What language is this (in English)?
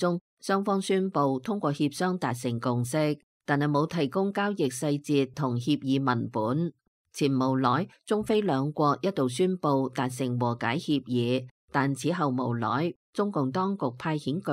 Cantonese